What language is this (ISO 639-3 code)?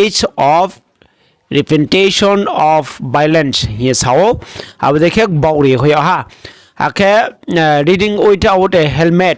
ria